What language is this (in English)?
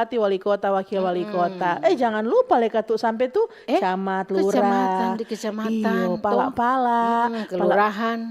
Manado Malay